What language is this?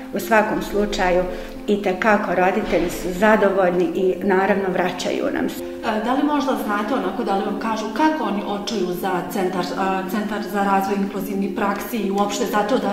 Bosnian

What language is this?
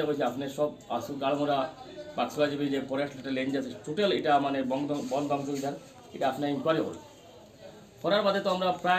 Bangla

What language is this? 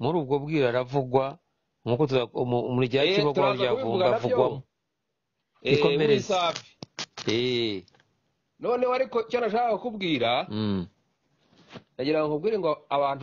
Kinyarwanda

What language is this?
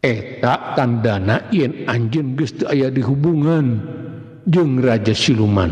Sundanese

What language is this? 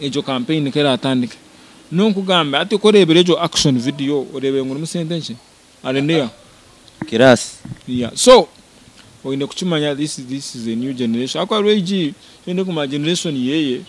Nyankole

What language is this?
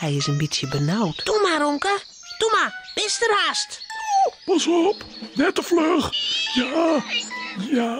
Western Frisian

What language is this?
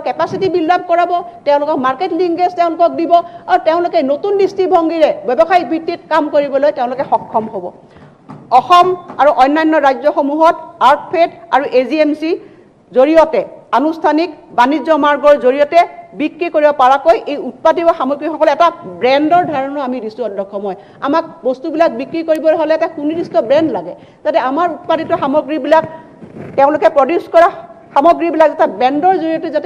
Assamese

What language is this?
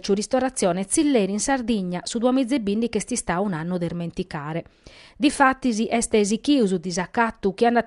Sardinian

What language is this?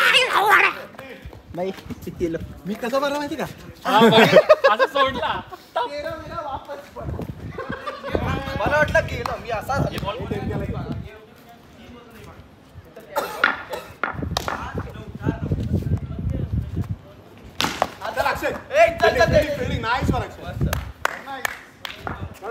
Marathi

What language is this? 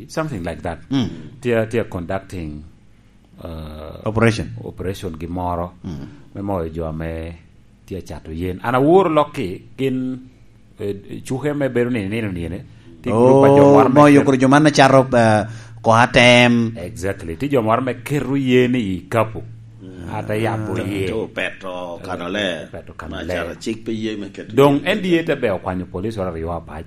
Lango (Uganda)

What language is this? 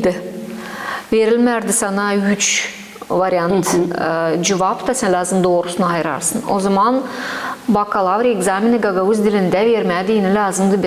Gagauz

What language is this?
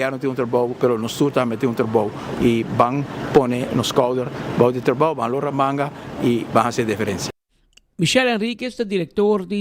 Papiamento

